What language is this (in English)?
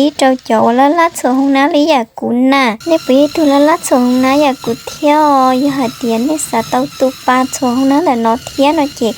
Hmong